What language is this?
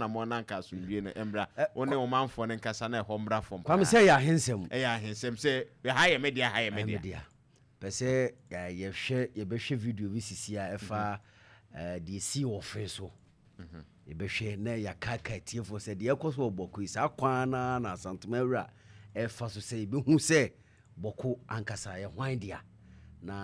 Akan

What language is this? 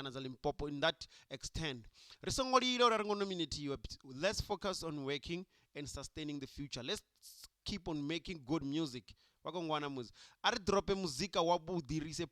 Venda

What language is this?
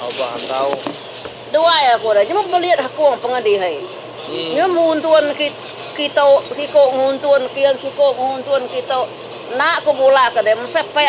Iban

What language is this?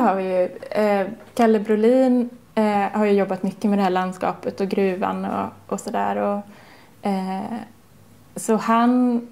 Swedish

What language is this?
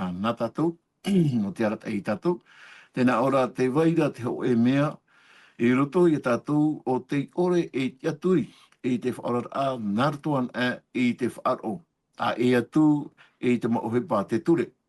Tahitian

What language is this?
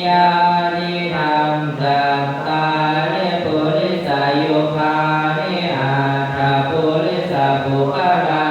Pali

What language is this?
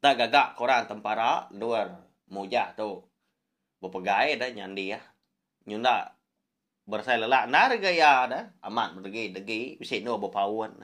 Iban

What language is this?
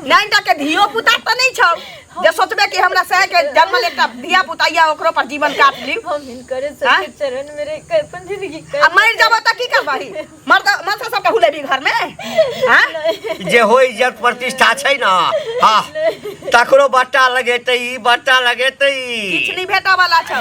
Maithili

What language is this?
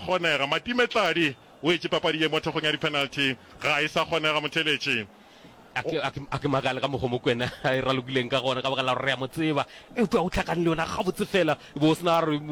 Northern Sotho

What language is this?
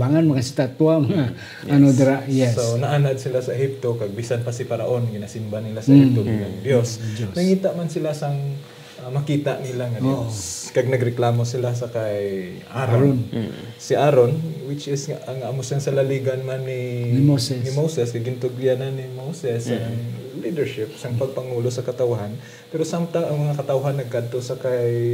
Hiligaynon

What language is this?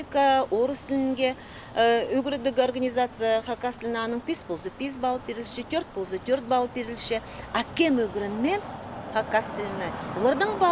Khakas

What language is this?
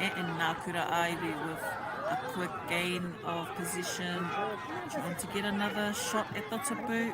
Māori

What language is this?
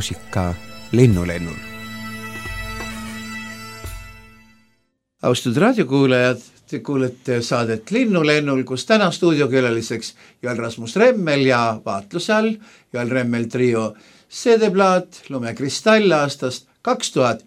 Estonian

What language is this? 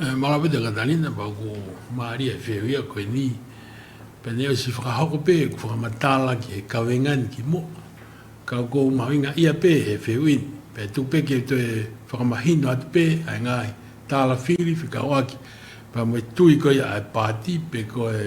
Tongan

